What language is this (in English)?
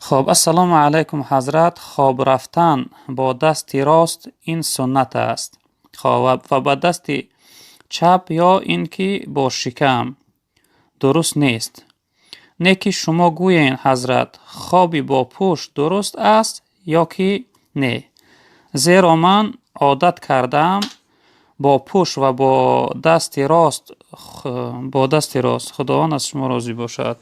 Tajik